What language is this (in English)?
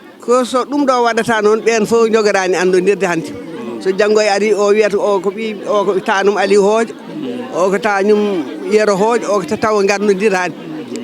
Fula